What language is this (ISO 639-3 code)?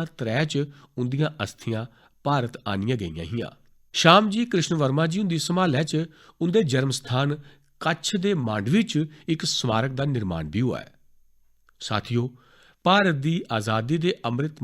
doi